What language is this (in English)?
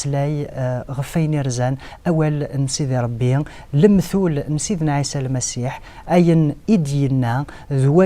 Kabyle